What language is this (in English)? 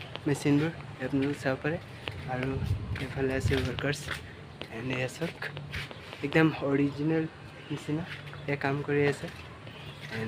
Assamese